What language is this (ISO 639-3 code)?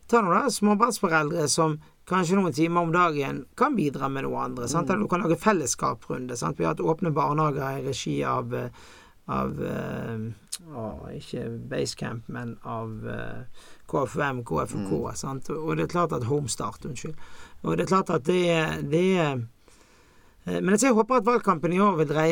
nor